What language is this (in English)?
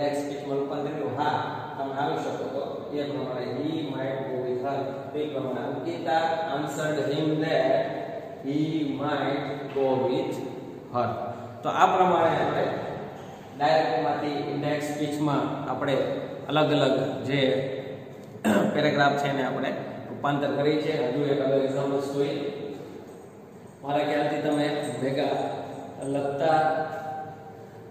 Gujarati